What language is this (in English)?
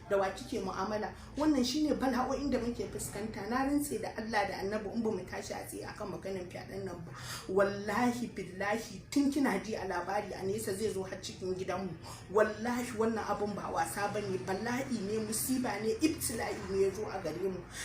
Hausa